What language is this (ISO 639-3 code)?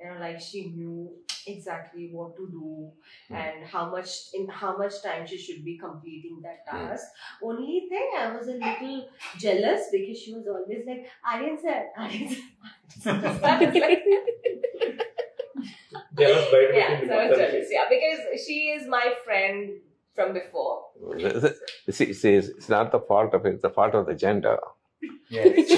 tel